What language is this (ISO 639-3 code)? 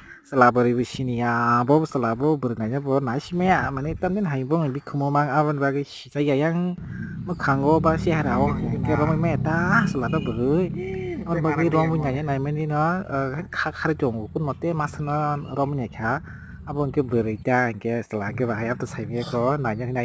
trp